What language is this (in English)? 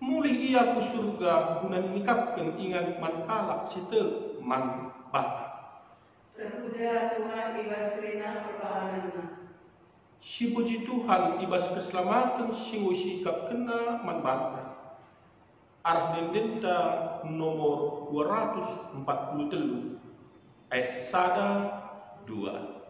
Batak Karo